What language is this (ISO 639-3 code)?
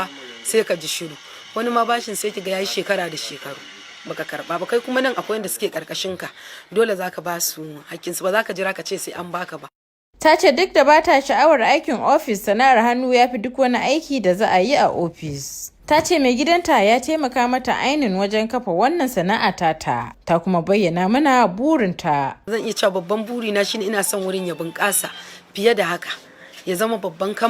hau